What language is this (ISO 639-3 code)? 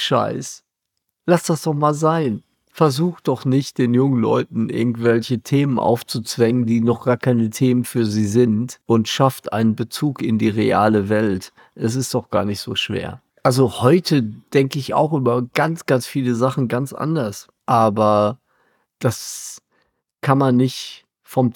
deu